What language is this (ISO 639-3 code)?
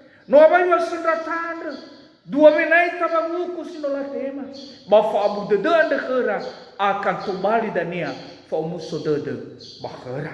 nia